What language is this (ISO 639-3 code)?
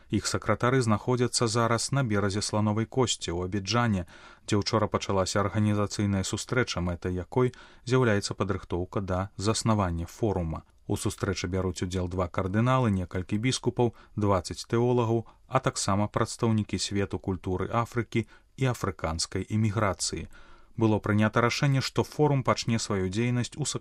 bel